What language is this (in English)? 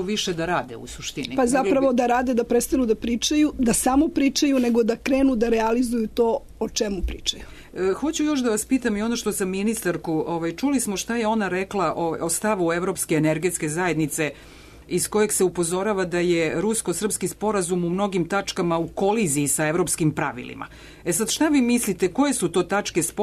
Serbian